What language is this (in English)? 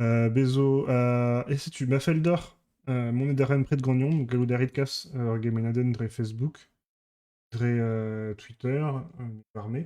Breton